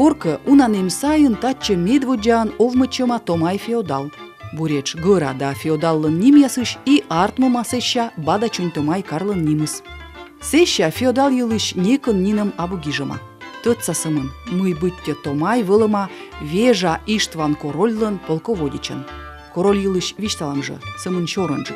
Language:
Komi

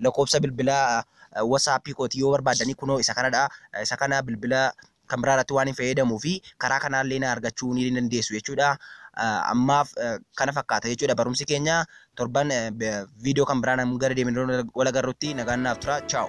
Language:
Oromo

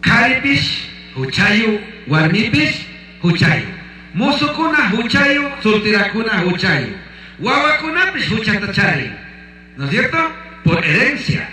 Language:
Chimborazo Highland Quichua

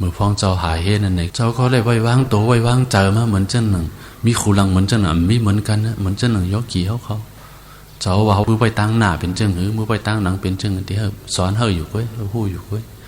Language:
Shan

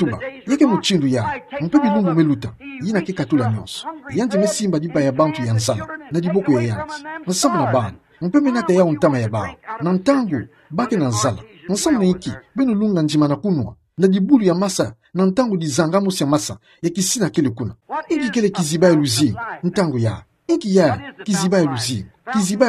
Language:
Kituba (Democratic Republic of Congo)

